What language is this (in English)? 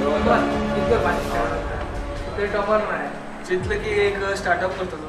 Konkani